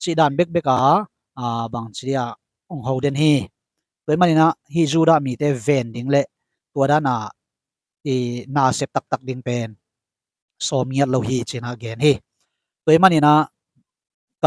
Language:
Tedim Chin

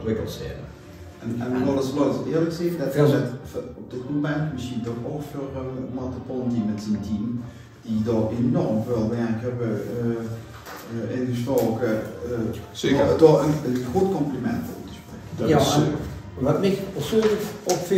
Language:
Limburgish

